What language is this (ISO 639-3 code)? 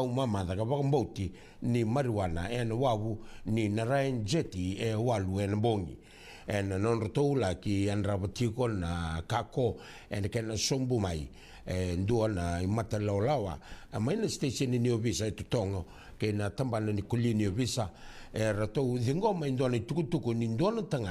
fij